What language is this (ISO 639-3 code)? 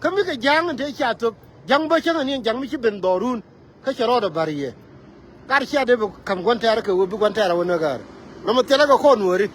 nus